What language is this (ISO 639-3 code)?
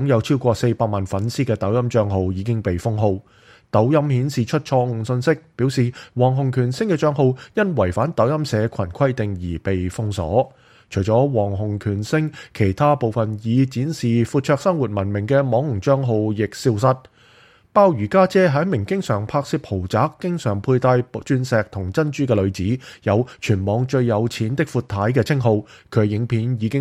yue